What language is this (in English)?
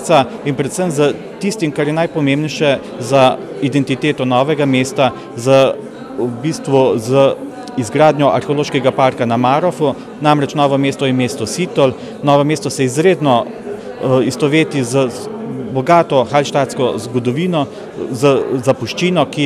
Slovenian